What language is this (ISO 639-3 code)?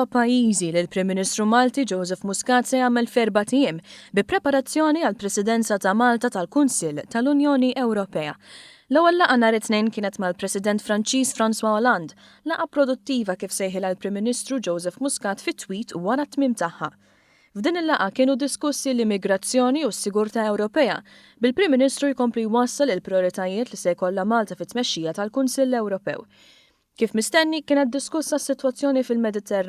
mlt